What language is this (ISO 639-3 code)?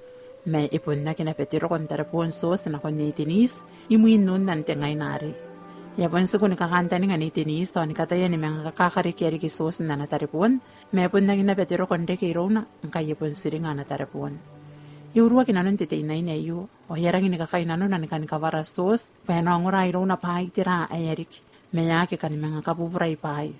gil